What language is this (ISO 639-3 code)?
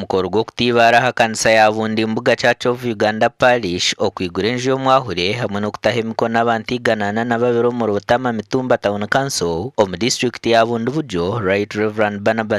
nyn